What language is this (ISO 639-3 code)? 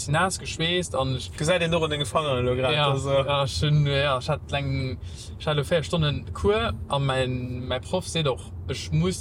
ltz